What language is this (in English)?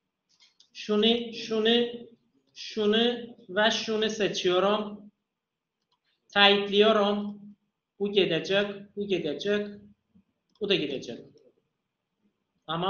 Turkish